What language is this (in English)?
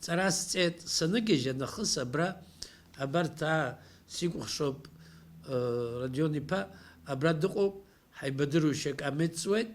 Abkhazian